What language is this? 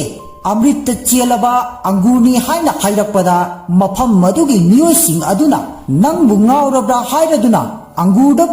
Manipuri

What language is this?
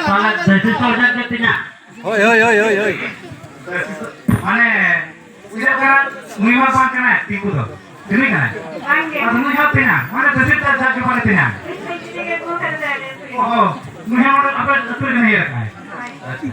Santali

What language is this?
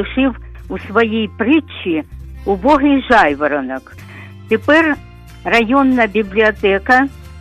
Ukrainian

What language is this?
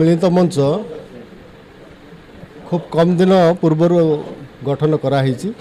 Odia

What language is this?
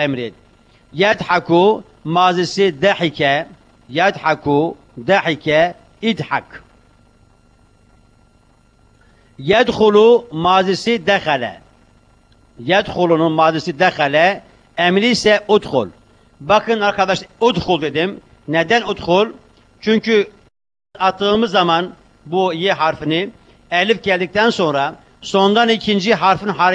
Turkish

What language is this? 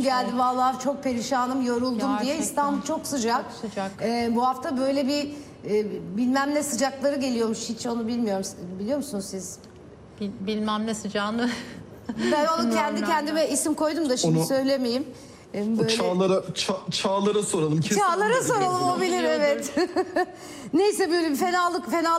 Turkish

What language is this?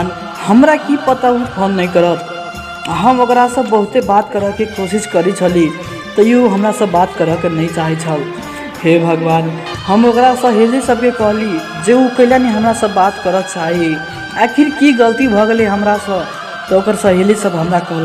Maithili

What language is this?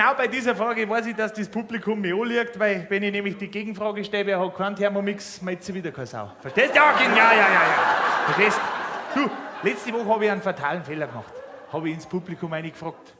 Bavarian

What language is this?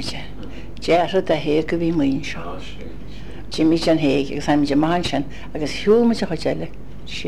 Irish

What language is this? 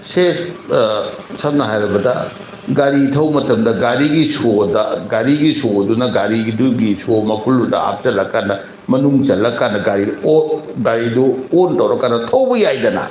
Manipuri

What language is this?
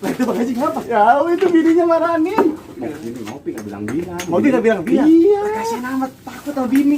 Betawi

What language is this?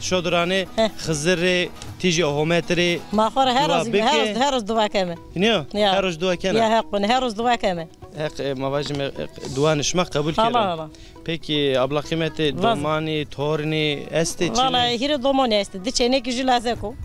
Zaza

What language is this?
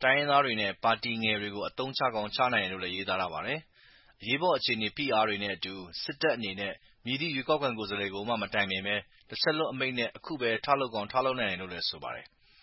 Burmese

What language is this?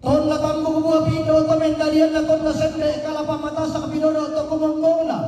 Toraja-Sa'dan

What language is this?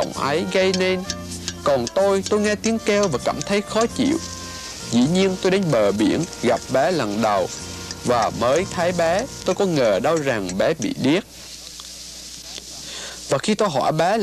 Vietnamese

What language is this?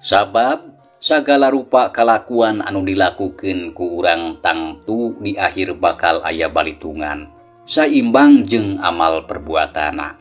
Sundanese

